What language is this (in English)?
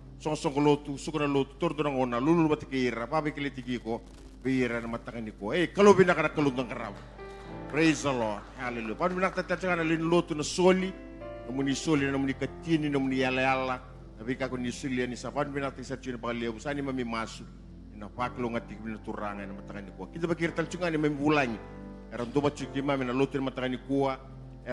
Fijian